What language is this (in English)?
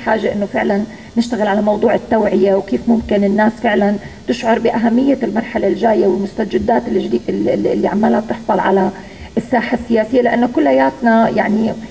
North Levantine Arabic